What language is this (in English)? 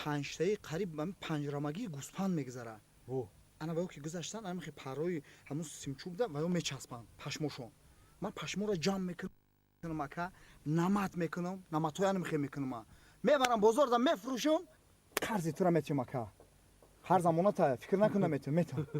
Tajik